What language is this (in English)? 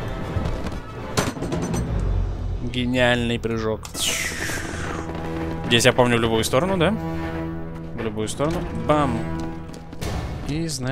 Russian